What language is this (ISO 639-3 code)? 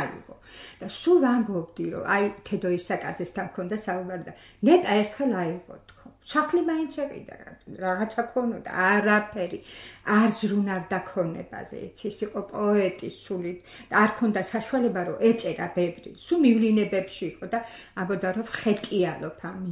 kat